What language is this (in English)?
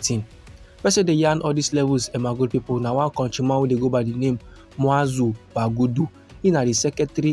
Nigerian Pidgin